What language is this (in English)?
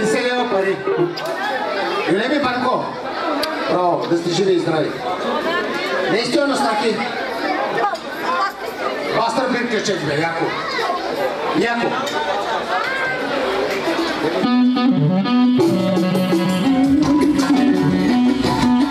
Bulgarian